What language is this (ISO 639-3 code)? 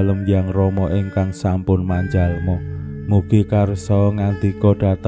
jav